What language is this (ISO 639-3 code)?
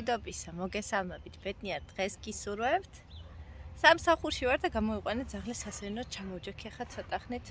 kat